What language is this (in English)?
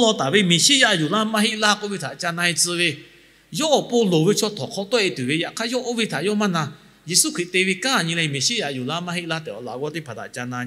Lahu